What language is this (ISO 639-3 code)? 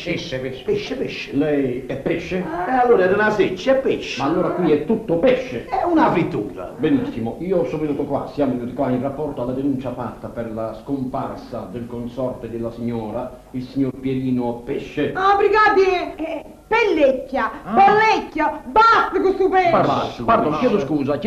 nap